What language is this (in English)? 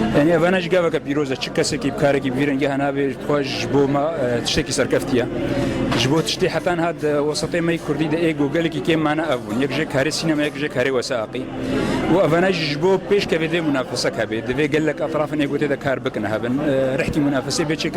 Kurdish